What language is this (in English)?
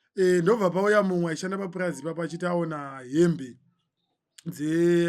Shona